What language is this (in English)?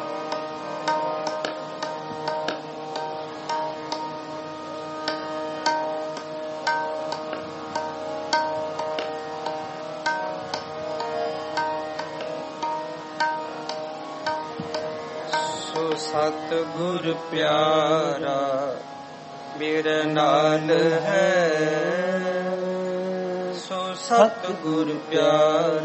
Punjabi